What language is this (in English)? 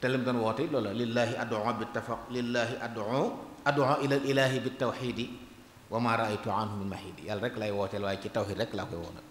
Wolof